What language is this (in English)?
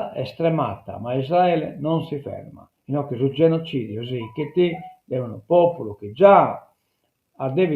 Sardinian